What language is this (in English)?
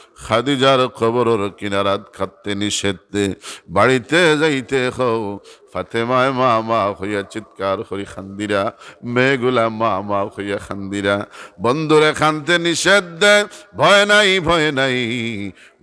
Sylheti